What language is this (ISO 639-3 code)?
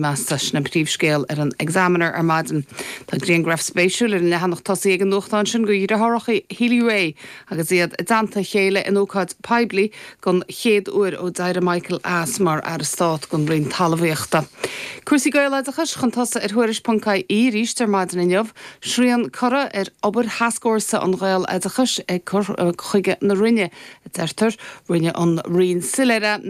gle